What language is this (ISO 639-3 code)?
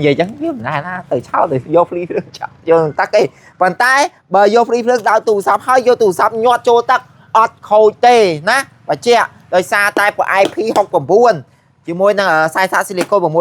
khm